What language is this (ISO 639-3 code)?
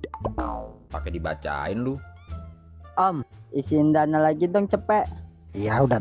bew